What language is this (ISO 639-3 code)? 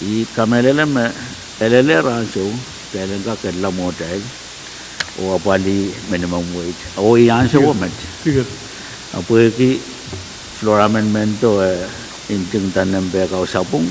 pon